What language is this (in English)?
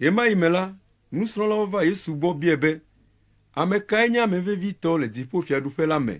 Ewe